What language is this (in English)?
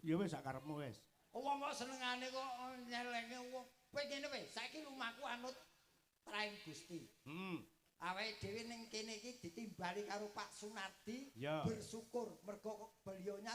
Javanese